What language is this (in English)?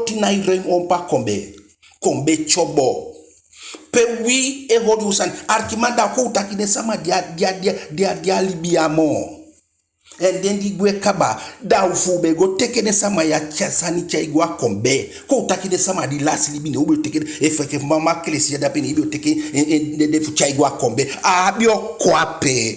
Eastern Maroon Creole